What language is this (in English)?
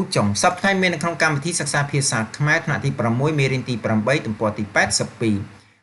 Khmer